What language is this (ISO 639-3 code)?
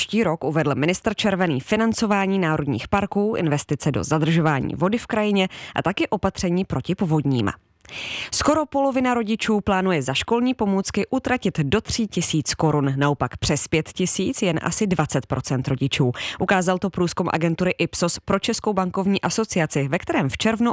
ces